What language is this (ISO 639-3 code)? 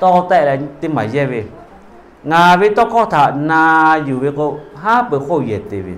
lhu